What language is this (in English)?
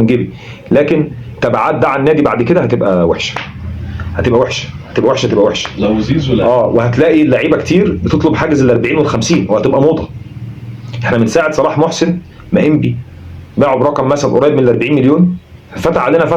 Egyptian Arabic